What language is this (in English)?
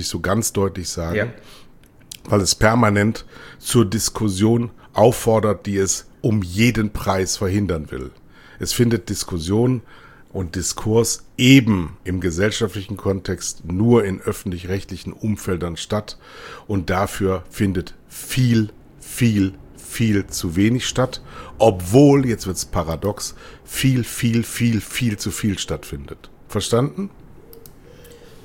German